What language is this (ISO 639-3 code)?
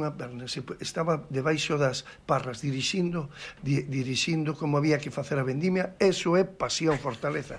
glg